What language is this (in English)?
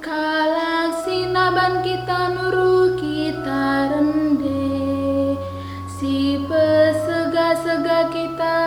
Batak Karo